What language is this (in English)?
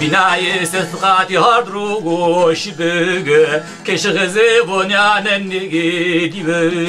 Zaza